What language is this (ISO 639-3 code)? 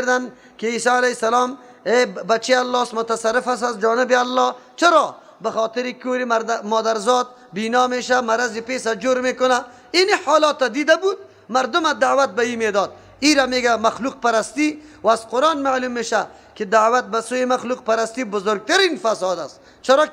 fas